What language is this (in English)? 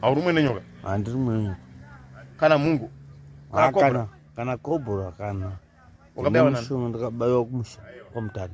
Shona